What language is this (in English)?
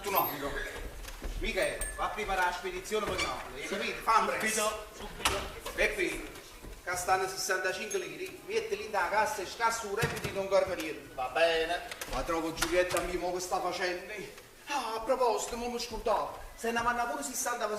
Neapolitan